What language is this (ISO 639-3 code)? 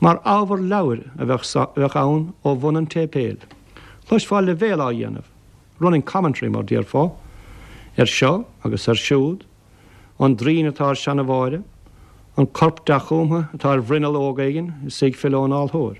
gle